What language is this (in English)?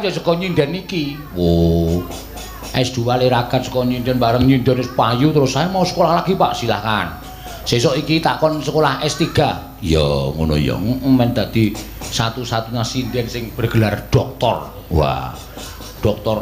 Javanese